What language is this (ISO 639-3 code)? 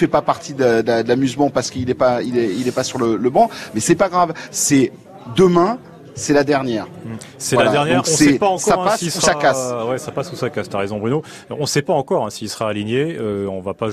fra